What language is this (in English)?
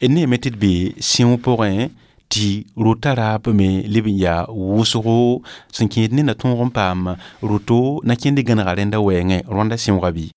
Mossi